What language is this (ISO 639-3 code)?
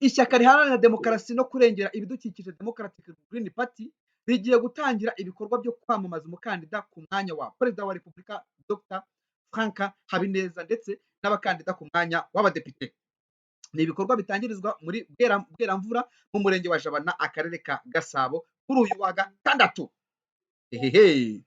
kin